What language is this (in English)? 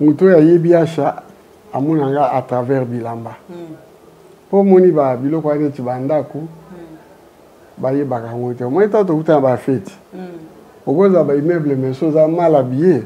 Lingala